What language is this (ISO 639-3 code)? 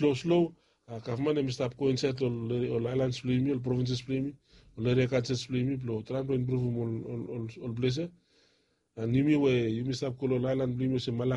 bis